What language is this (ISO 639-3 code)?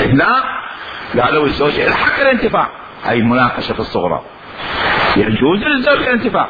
acm